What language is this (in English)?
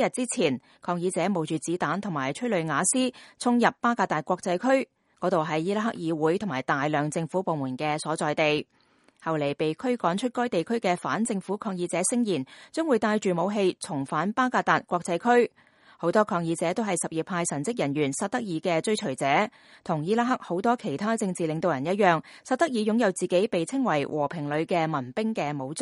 Cantonese